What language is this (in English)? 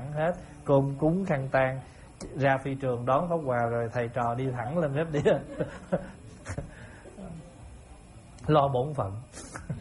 Vietnamese